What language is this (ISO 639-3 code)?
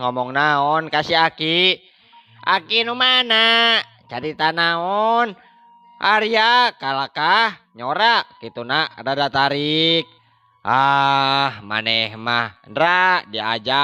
sun